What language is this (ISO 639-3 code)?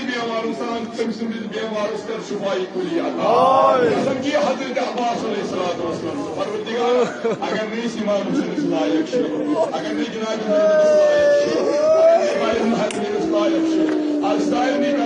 kas